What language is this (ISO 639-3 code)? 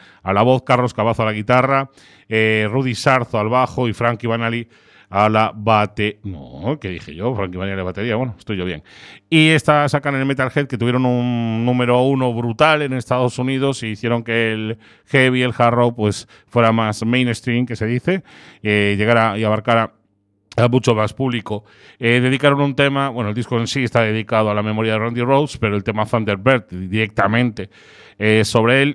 spa